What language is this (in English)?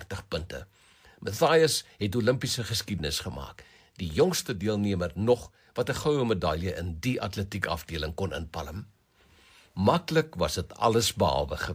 Afrikaans